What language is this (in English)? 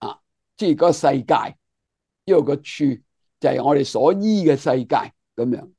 Cantonese